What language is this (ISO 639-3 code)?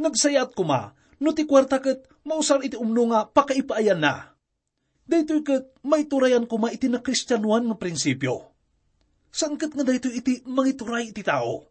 ilo